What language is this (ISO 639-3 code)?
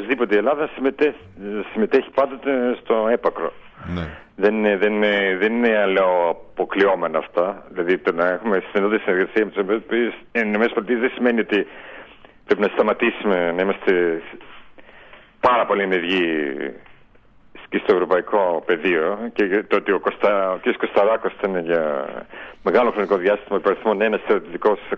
ell